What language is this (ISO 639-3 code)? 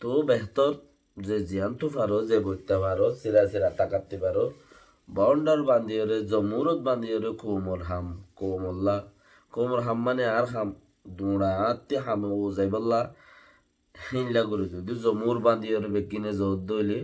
rhg